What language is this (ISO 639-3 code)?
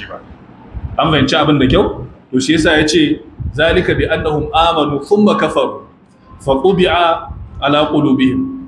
hau